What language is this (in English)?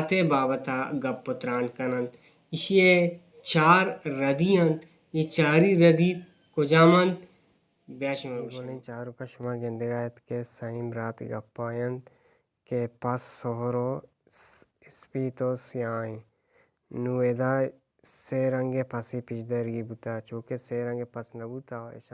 Baluchi